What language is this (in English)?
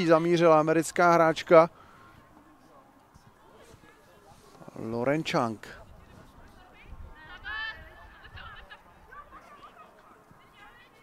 Czech